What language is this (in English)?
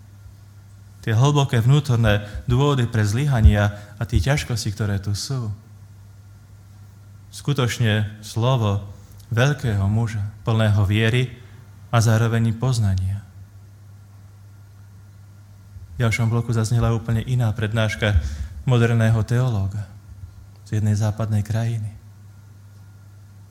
Slovak